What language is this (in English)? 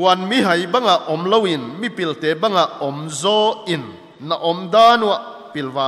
Paite Chin